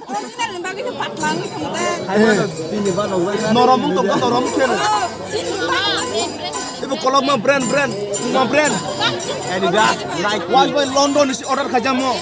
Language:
Kok Borok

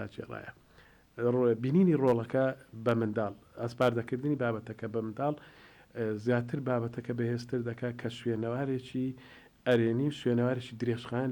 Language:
Central Kurdish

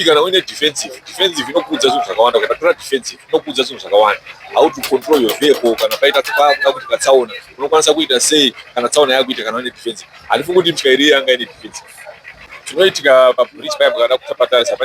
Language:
Shona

